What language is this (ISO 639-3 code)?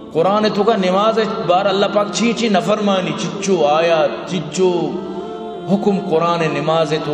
bal